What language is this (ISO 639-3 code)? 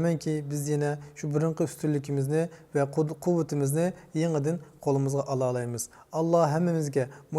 uig